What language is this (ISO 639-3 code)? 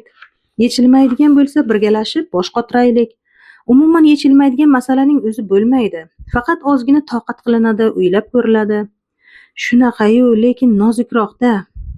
uzb